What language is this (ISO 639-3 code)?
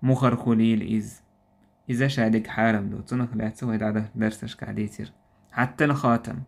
che